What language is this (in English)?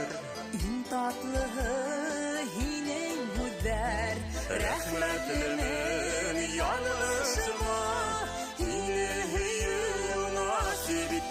Bashkir